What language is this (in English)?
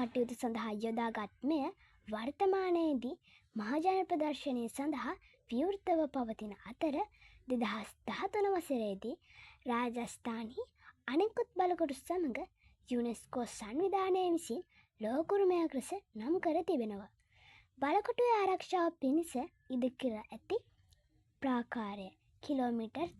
Sinhala